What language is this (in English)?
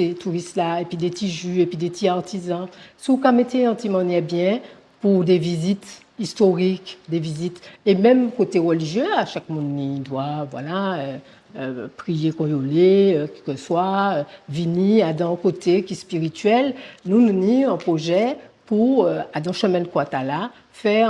Guadeloupean Creole French